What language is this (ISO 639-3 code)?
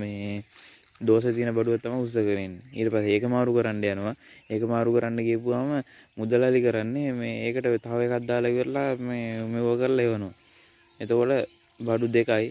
sin